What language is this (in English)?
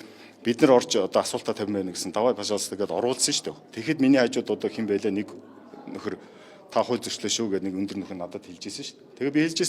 Mongolian